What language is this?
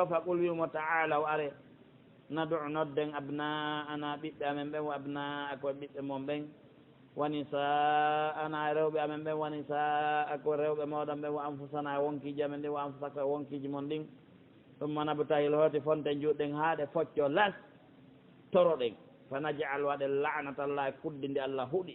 Pular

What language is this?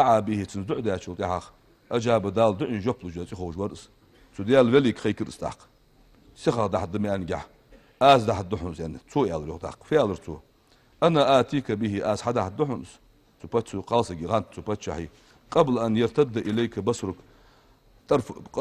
Ingush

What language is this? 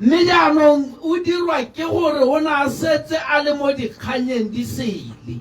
Tswana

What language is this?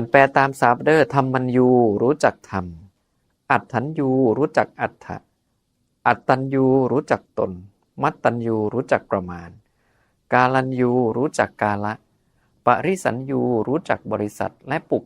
Northeastern Thai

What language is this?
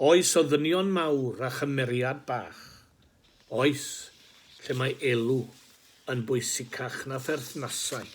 Welsh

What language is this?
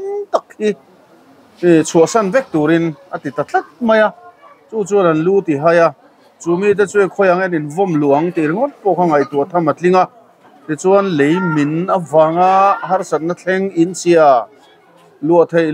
Mizo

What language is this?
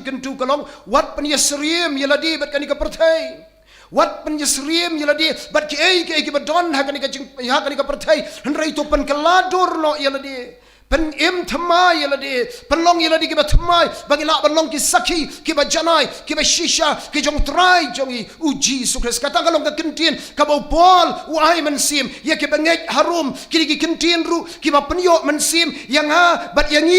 Khasi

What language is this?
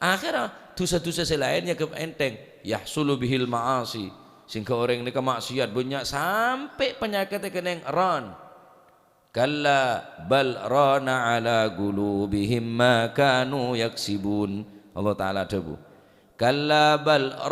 Madurese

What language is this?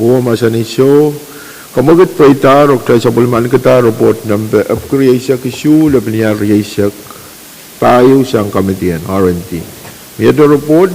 Pohnpeian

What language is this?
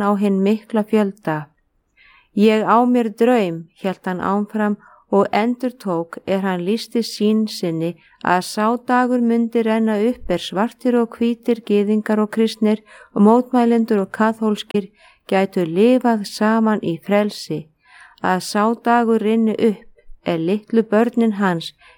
Icelandic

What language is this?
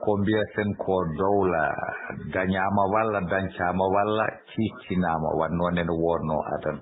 Fula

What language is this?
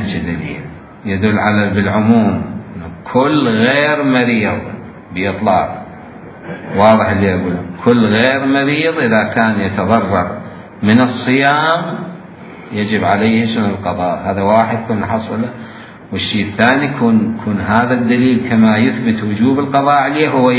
Mesopotamian Arabic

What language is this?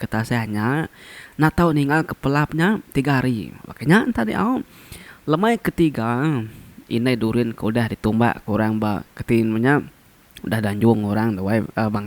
Iban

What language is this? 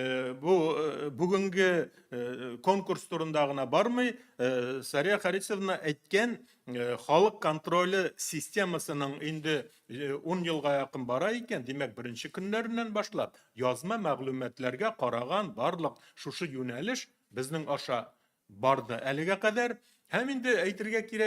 Tatar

